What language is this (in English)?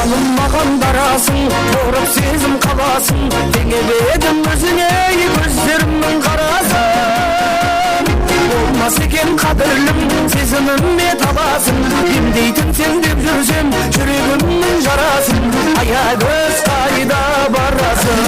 Kara-Kalpak